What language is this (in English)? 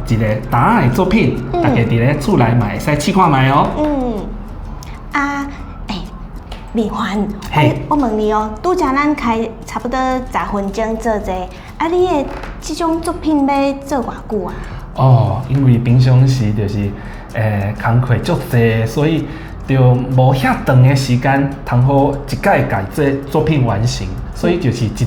Min Nan Chinese